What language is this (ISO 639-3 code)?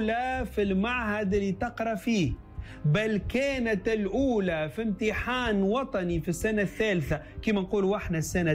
aeb